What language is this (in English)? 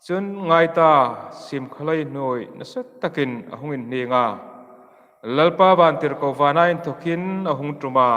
Hmar